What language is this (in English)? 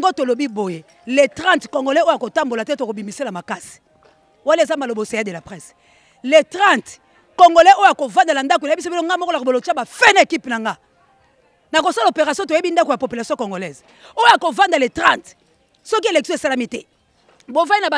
Lingala